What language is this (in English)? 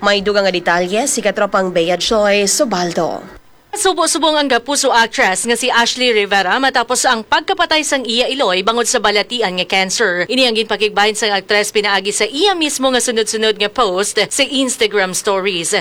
Hiligaynon